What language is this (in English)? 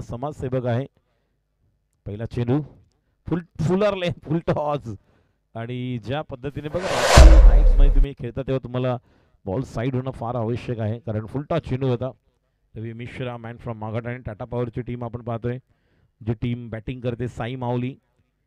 Marathi